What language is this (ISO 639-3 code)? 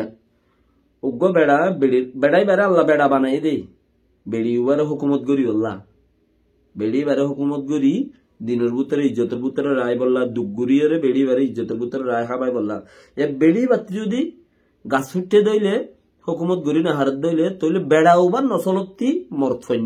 rhg